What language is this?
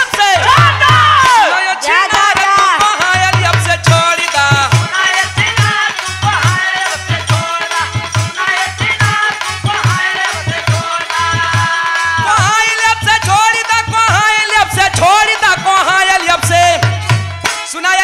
Bhojpuri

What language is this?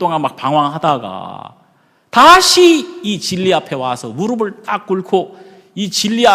Korean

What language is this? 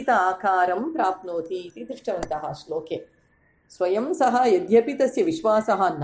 Sanskrit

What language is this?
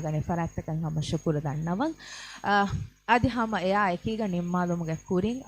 Divehi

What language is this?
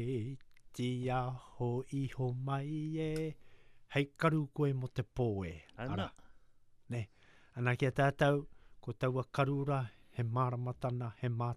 Latvian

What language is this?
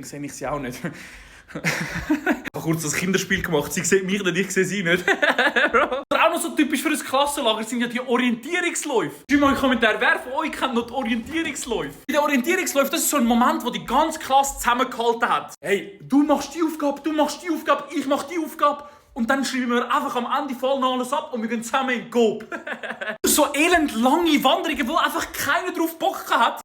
Swiss German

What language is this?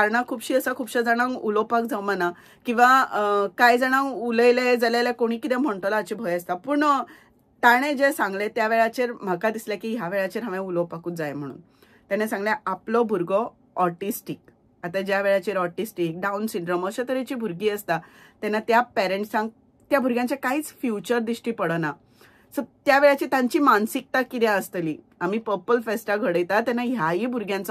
Konkani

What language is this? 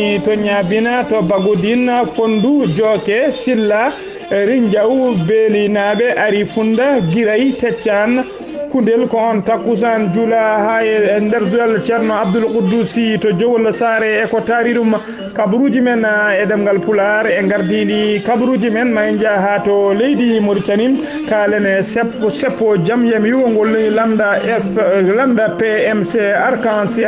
Fula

